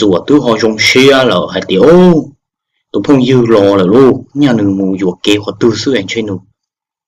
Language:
Hmong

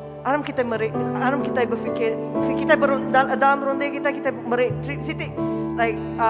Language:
Iban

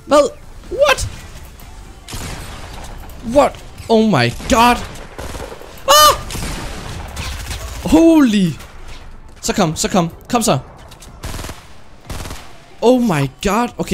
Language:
Danish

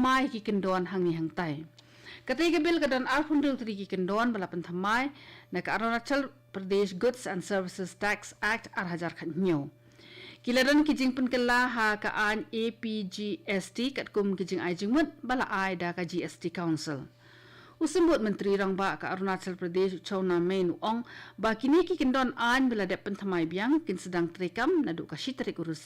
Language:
Khasi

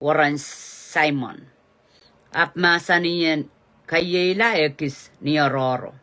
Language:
Pohnpeian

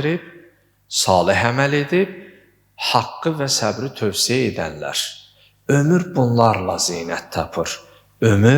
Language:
Azerbaijani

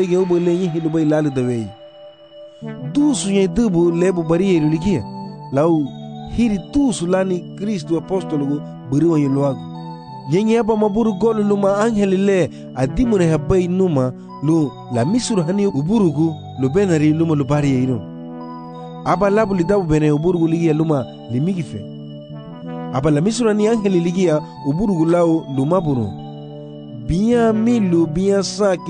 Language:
Garifuna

